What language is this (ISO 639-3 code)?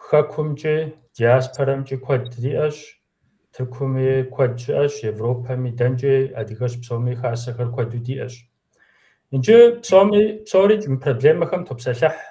kbd